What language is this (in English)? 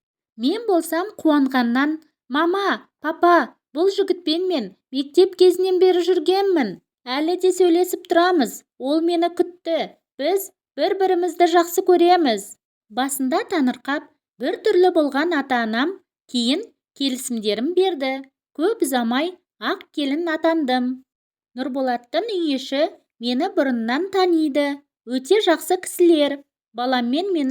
Kazakh